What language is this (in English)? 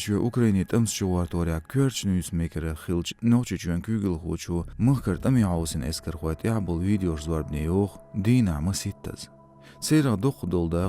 Chechen